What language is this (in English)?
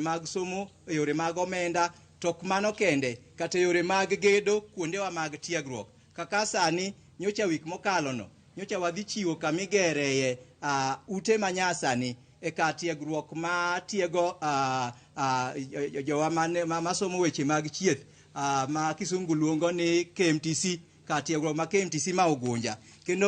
Luo (Kenya and Tanzania)